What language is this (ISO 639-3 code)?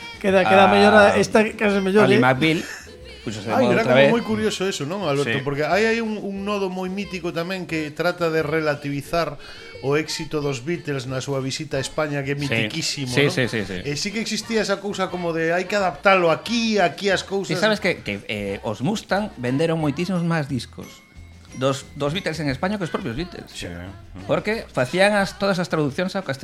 glg